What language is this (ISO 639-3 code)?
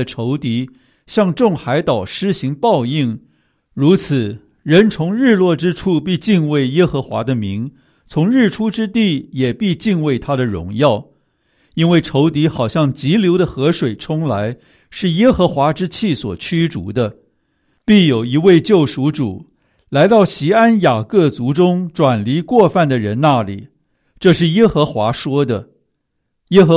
zho